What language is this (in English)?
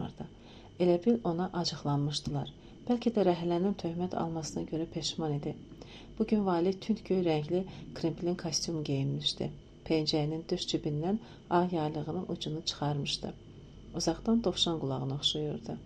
Azerbaijani